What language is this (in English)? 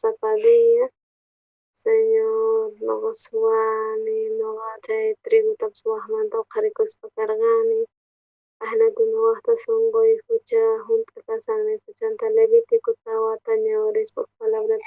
South Bolivian Quechua